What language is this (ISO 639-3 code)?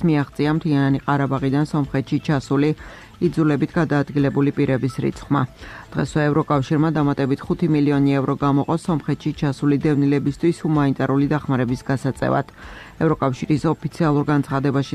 kat